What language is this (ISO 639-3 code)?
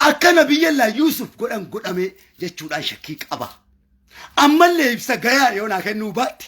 orm